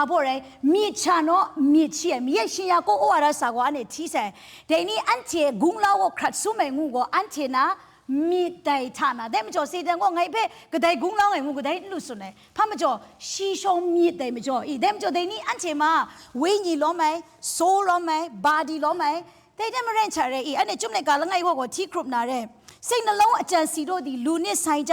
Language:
Kachin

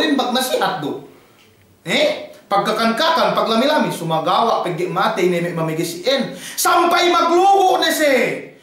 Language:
Yakan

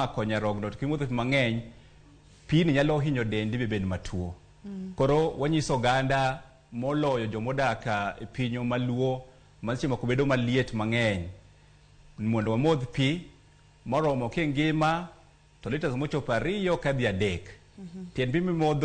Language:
Luo (Kenya and Tanzania)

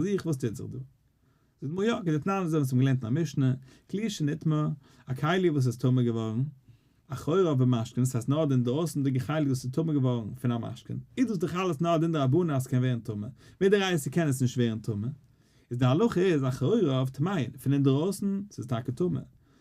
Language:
Yiddish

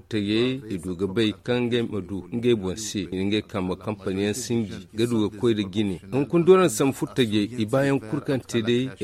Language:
Zarma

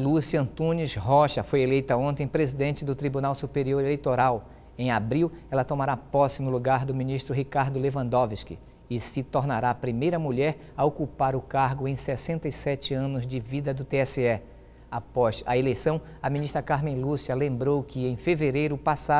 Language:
Portuguese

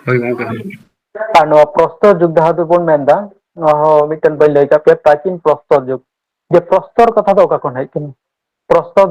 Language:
Santali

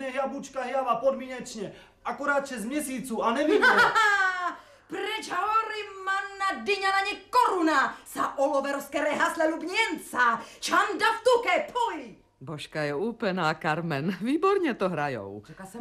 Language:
Czech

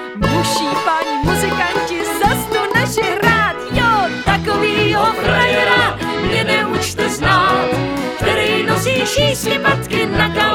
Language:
Czech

